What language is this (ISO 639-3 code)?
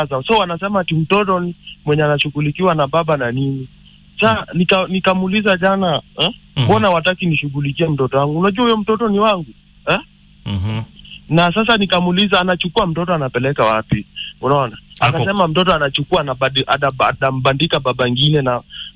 swa